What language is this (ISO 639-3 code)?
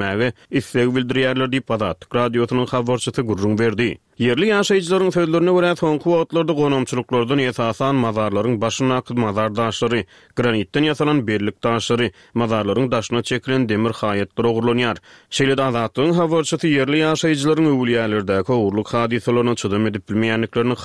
tuk